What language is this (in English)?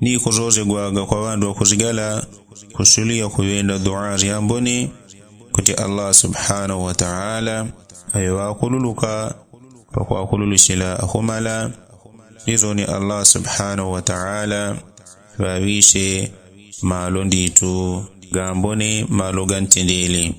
Yao